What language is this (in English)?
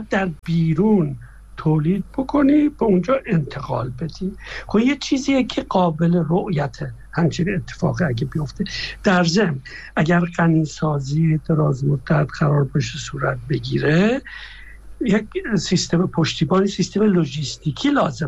Persian